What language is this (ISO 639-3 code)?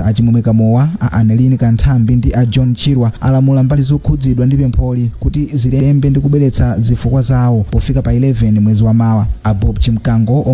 nya